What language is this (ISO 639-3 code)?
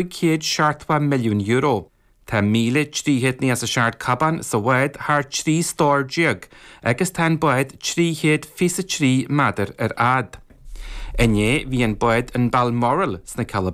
gle